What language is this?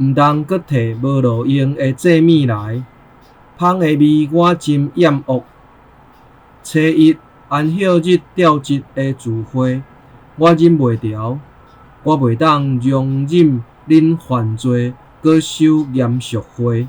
Min Nan Chinese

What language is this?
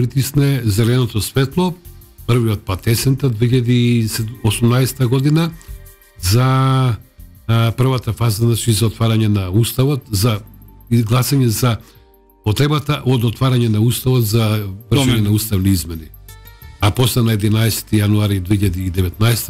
Macedonian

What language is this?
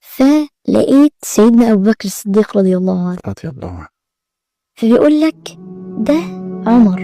Egyptian Arabic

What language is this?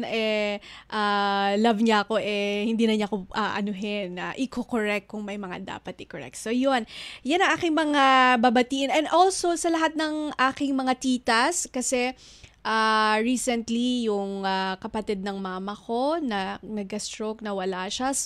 Filipino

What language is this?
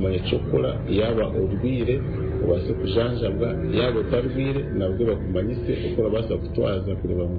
Nyankole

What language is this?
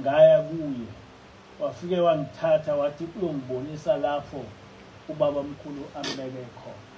Zulu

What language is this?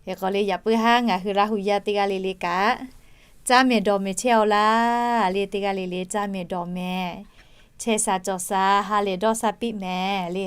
Lahu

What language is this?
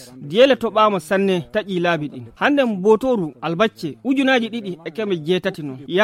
Nigerian Fulfulde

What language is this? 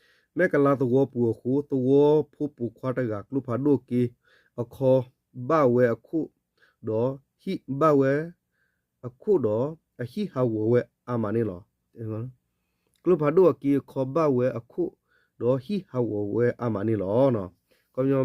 S'gaw Karen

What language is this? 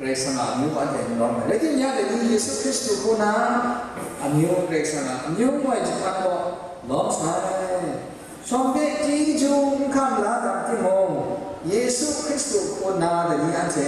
Kachin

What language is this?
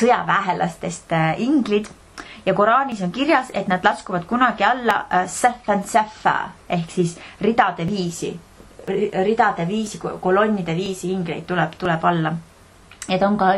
Estonian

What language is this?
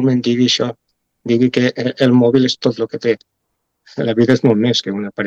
Catalan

